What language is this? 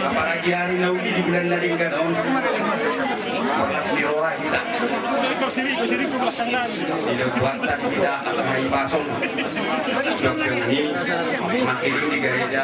Batak Toba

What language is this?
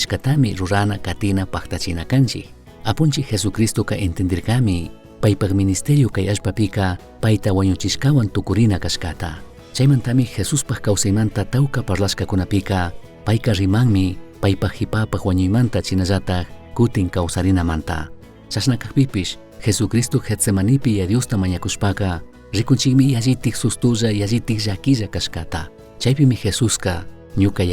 Chimborazo Highland Quichua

